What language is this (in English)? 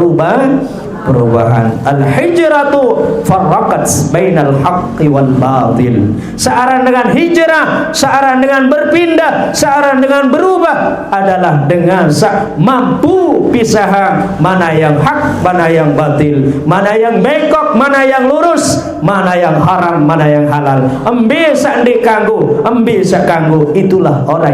Sasak